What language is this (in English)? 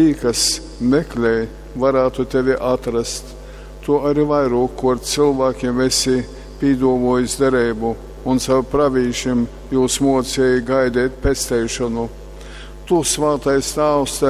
Latgalian